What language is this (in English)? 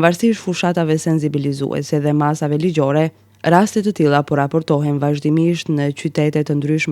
Albanian